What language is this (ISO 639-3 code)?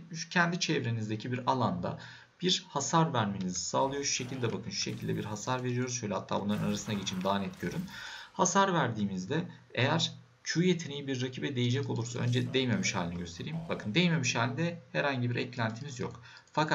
tur